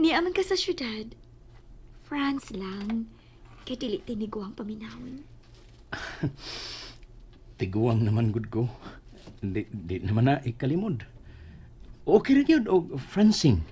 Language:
Cebuano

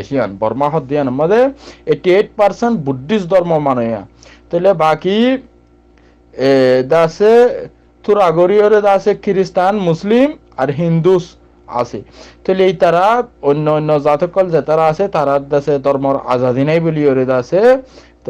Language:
Rohingya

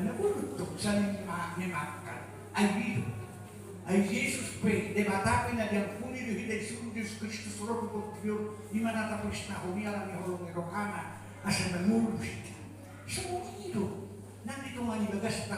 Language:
Batak Toba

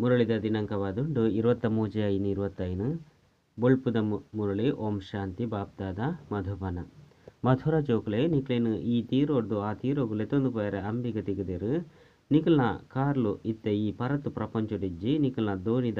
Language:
Tulu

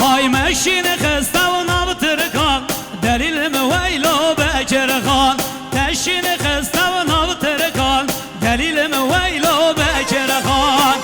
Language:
Kurdish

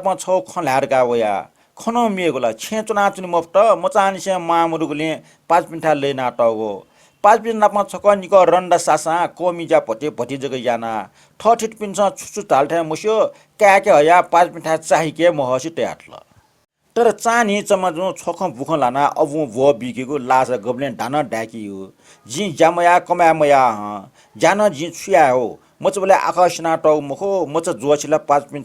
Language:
Newari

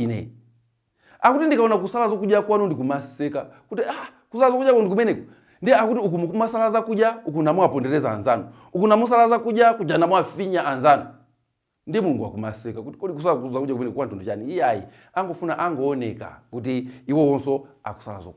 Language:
Nyanja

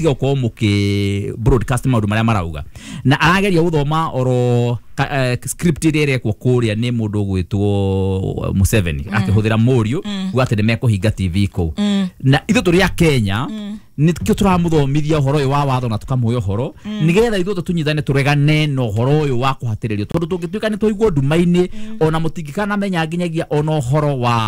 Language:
Kikuyu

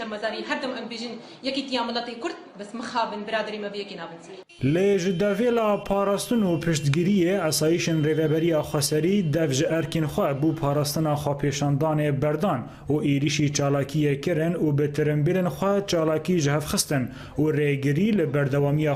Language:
Kurdish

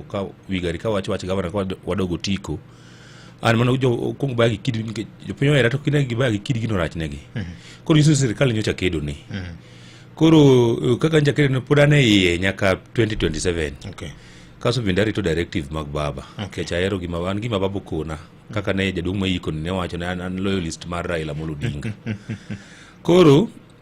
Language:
Luo (Kenya and Tanzania)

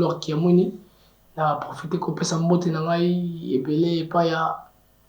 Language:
Lingala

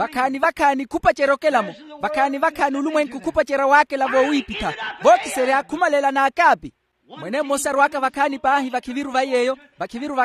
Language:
Makhuwa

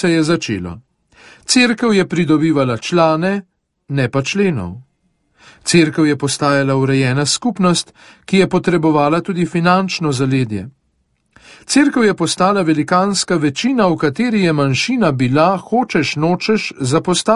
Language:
Slovenian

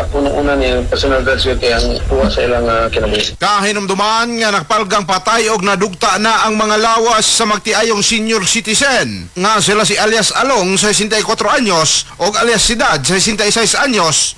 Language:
Cebuano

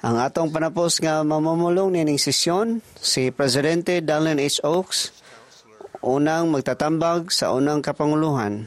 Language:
Cebuano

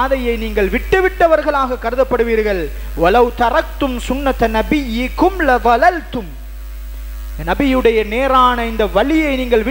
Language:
Tamil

